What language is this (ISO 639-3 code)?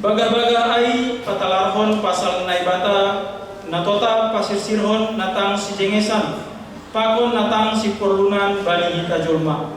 bts